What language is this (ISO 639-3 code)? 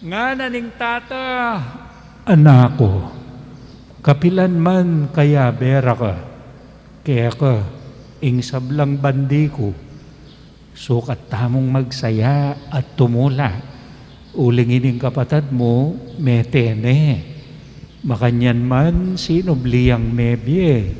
pam